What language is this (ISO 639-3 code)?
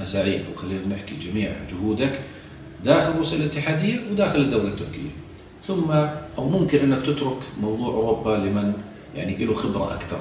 ajp